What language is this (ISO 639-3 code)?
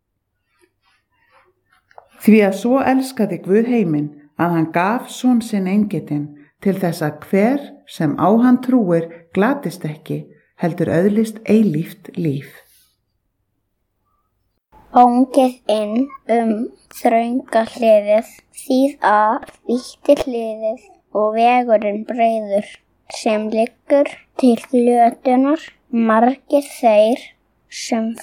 isl